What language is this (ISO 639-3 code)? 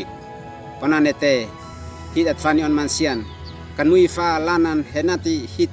aoz